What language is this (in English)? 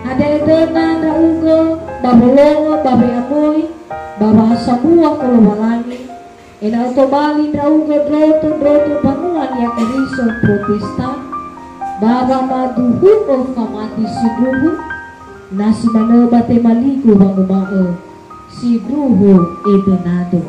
Nias